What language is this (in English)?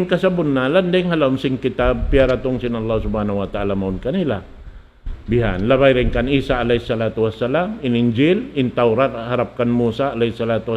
Tausug